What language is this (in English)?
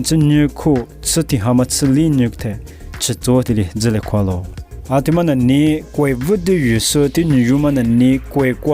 Lisu